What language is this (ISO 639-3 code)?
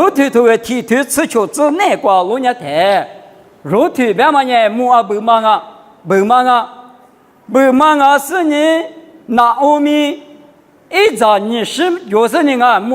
lis